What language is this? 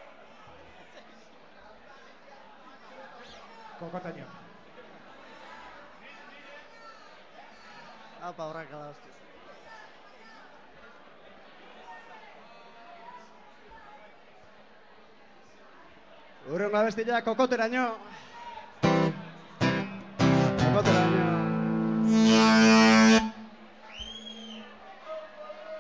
Basque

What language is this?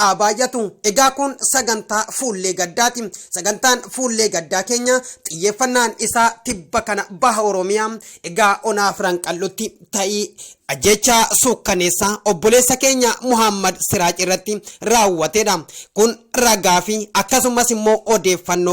Oromo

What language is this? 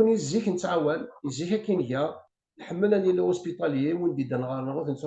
Kabyle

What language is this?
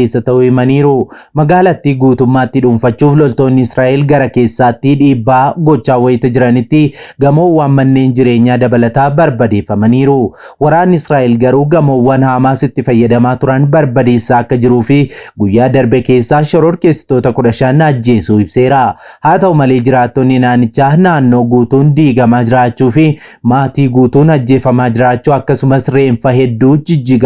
Oromo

